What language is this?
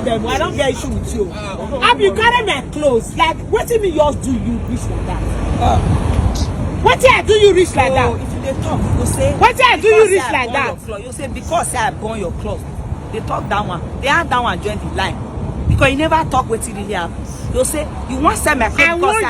Nigerian Pidgin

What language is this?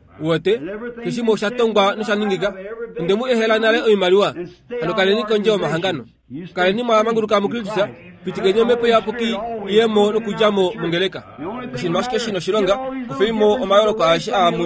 Kuanyama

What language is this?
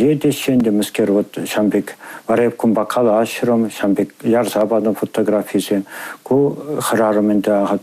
Chuvash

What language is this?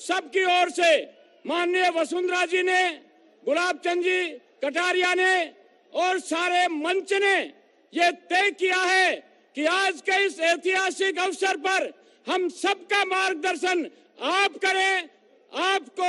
Hindi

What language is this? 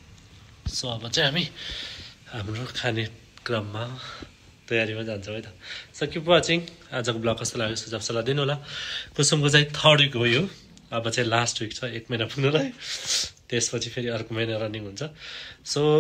Nepali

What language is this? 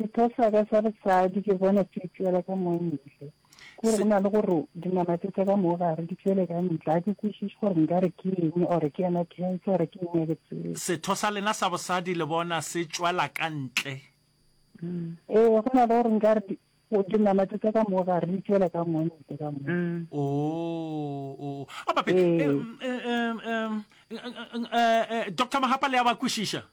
Northern Sotho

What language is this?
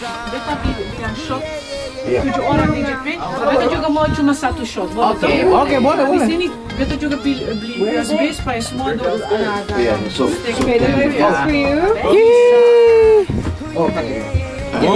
Ambonese Malay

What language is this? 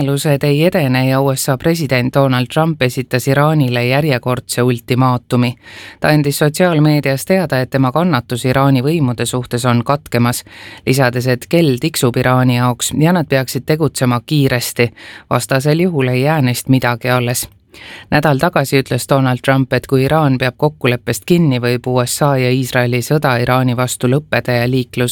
Estonian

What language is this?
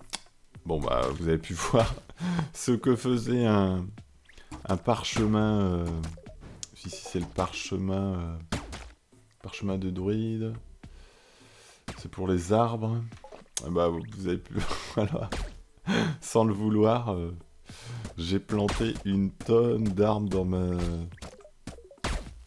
French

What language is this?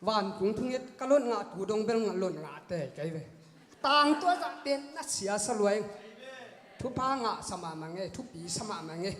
Tedim Chin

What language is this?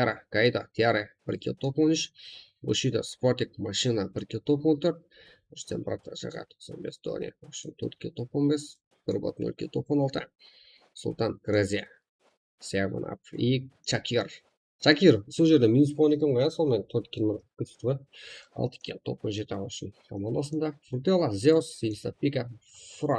Kara-Kalpak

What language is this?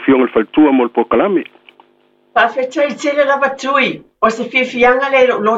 Samoan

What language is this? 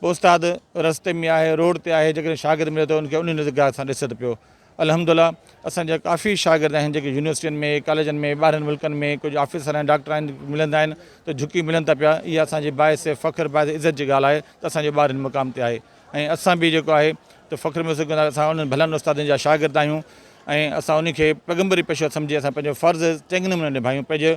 Sindhi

